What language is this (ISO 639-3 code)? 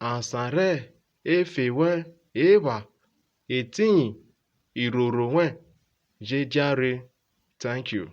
urh